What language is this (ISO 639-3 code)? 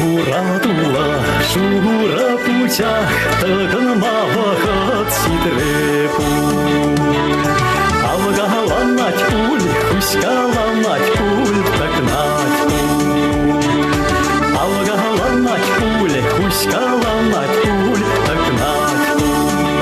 chv